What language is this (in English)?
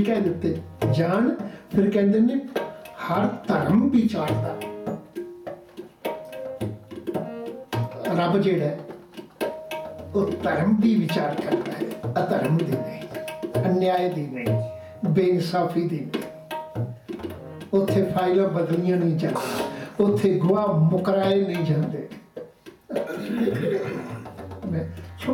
Punjabi